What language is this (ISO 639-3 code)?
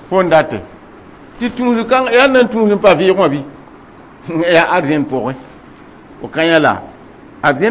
mos